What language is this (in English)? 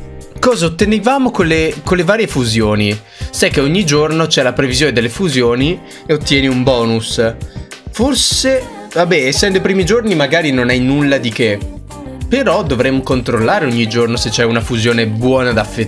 Italian